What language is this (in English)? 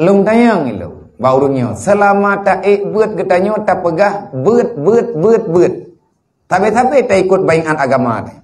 Achinese